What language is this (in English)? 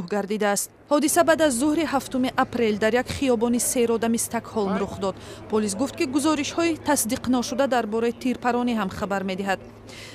Tajik